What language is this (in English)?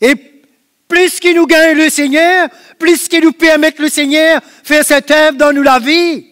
Morisyen